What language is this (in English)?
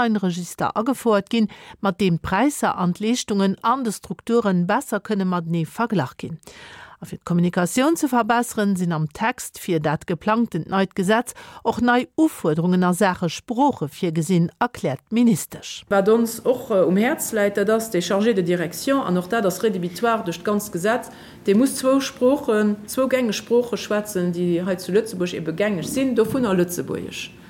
Luxembourgish